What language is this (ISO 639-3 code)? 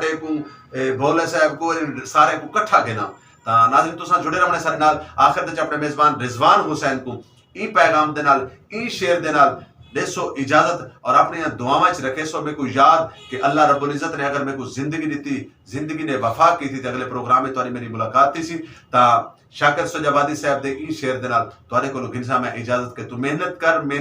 skr